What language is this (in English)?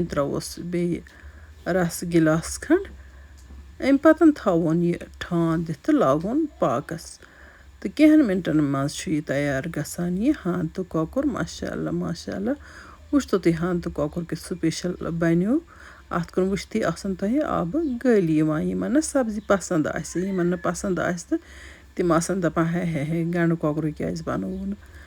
Kashmiri